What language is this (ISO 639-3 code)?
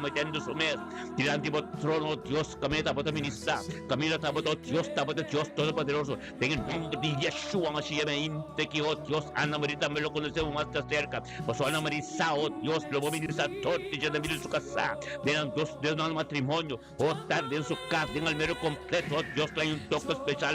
pap